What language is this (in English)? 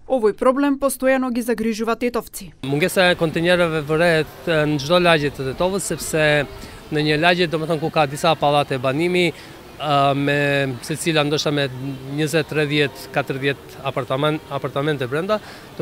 Macedonian